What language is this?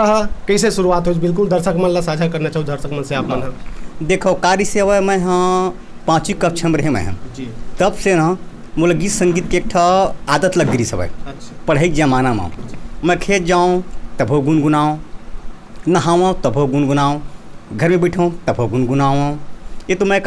Chhattisgarhi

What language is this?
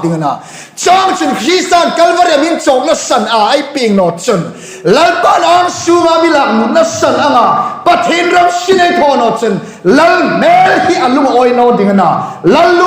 Hmar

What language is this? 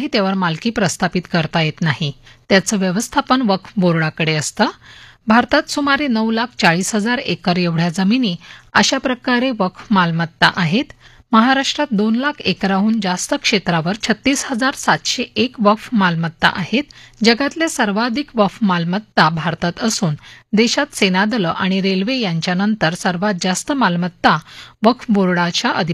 Marathi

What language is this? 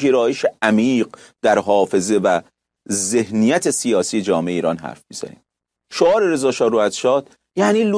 Persian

